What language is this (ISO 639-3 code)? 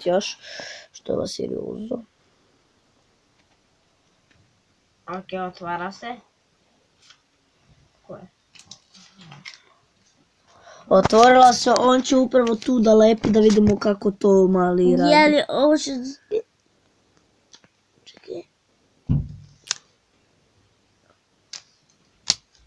srp